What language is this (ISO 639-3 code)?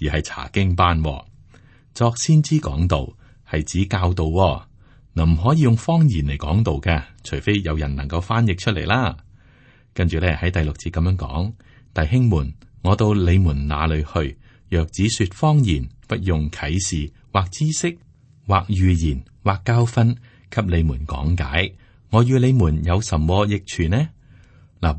yue